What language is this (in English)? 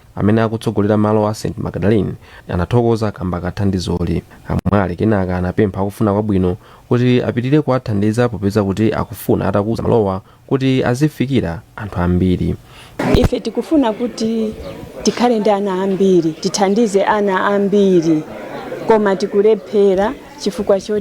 Nyanja